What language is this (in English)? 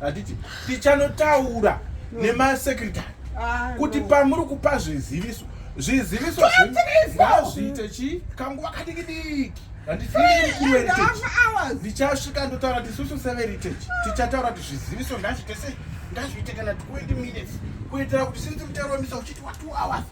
Shona